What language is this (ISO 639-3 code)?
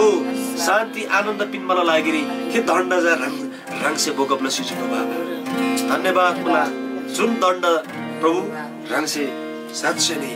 taj